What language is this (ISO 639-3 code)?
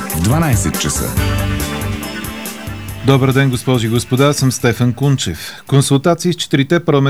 bul